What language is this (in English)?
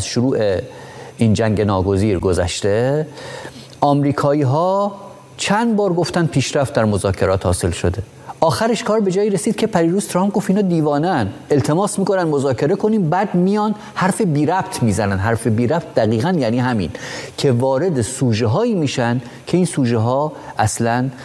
Persian